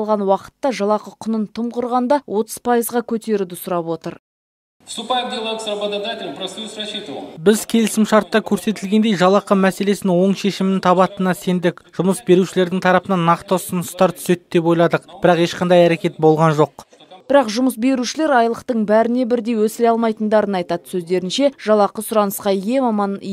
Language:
Kazakh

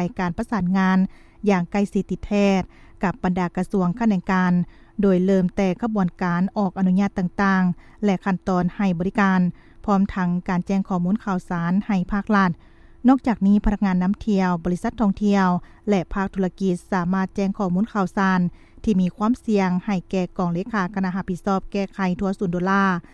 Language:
Lao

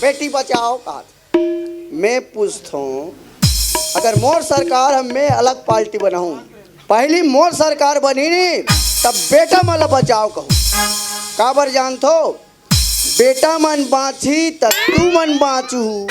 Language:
Chhattisgarhi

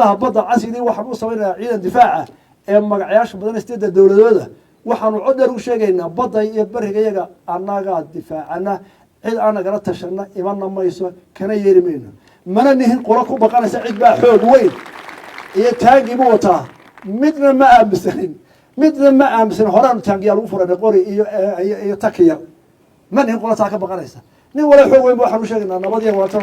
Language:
Somali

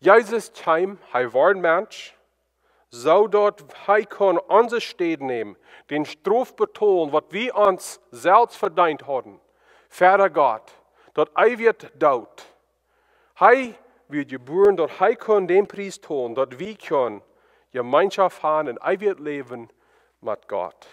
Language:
Plautdietsch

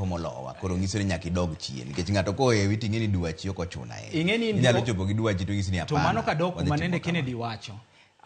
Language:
Luo (Kenya and Tanzania)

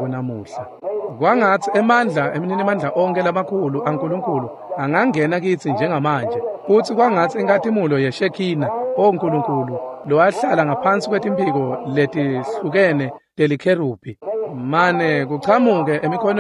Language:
Swati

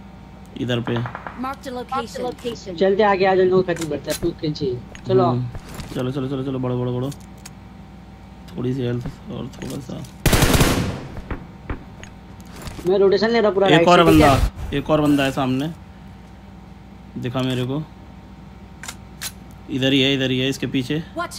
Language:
Hindi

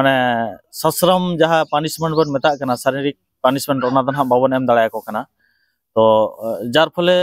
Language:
Santali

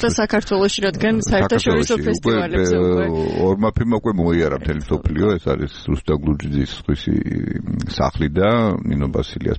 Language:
Georgian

